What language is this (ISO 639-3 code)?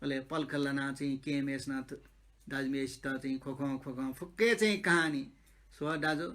new